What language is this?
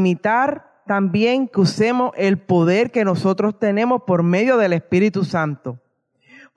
Spanish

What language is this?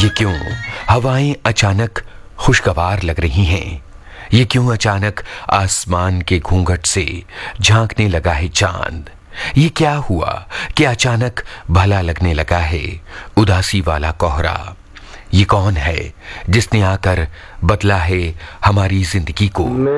Hindi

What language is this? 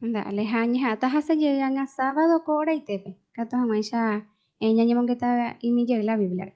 Guarani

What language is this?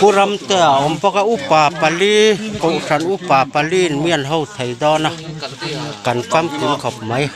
Mizo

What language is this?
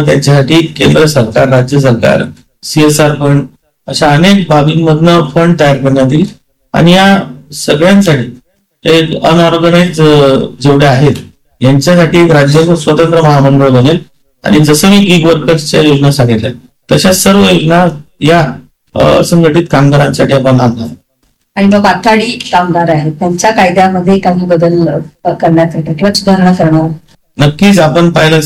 Marathi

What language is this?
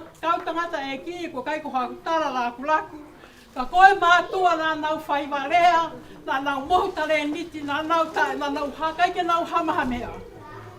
Tongan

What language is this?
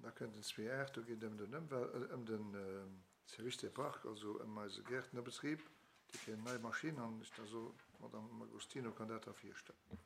Luxembourgish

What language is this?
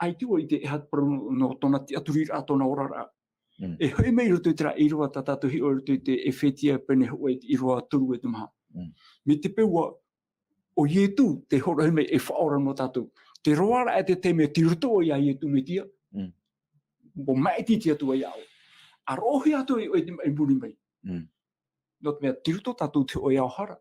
Tahitian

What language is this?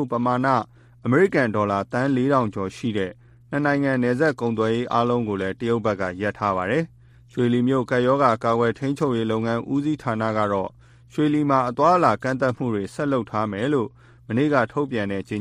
Burmese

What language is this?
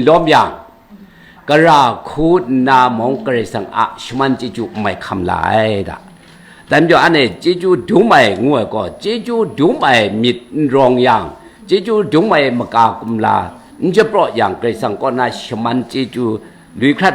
Kachin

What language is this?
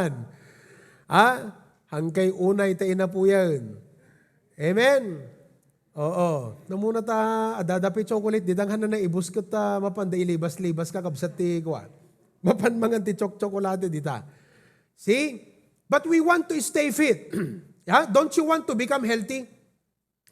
Iloko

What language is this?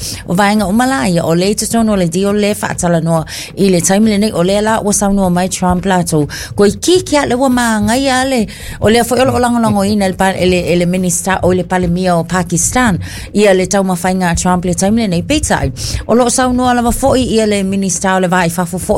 Samoan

